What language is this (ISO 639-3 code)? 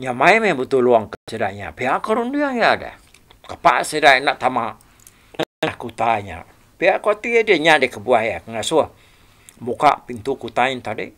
iba